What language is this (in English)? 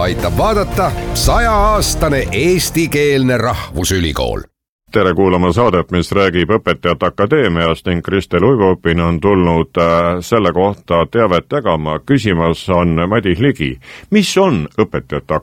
Estonian